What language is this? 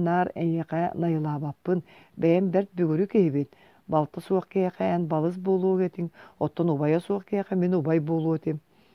Yakut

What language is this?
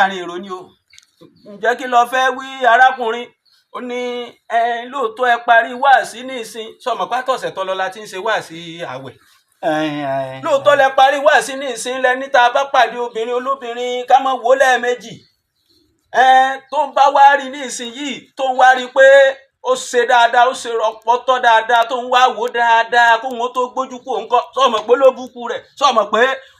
Yoruba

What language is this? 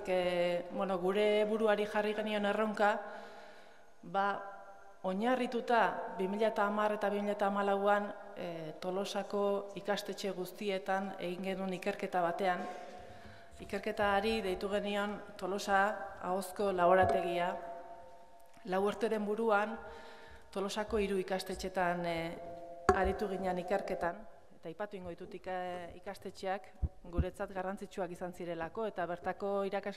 Basque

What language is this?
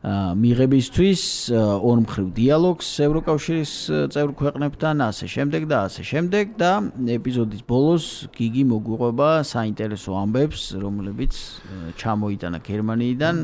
Georgian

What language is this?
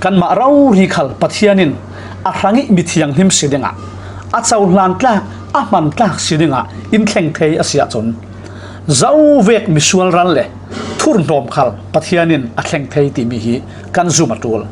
Falam Chin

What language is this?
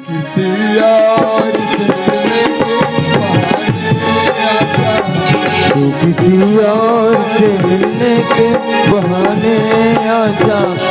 Chhattisgarhi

